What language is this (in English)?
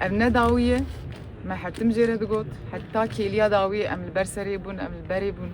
Kurdish